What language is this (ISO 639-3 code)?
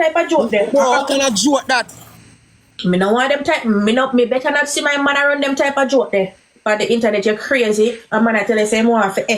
jam